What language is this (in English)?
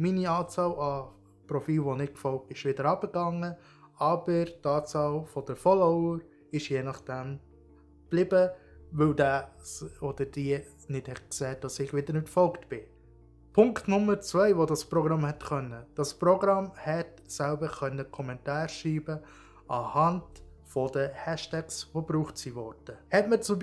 Swiss German